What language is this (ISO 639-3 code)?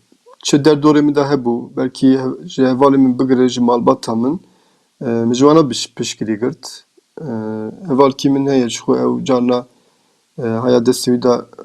kur